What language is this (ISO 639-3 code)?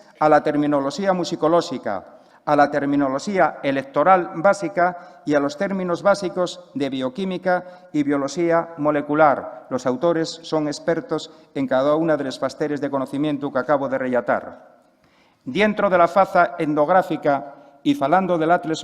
ast